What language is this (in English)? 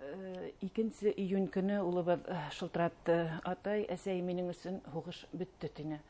Bashkir